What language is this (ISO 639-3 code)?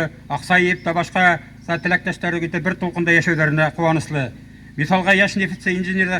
bak